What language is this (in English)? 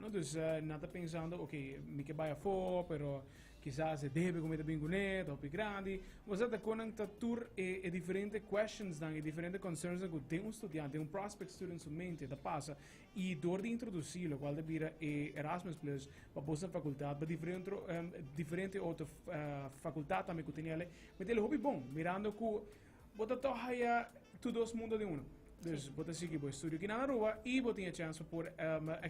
Papiamento